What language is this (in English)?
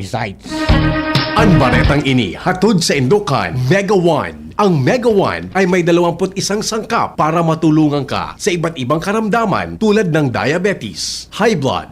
Bikol